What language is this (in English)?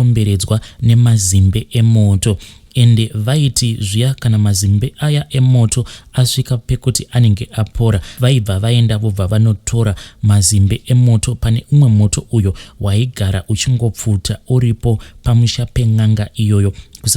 Shona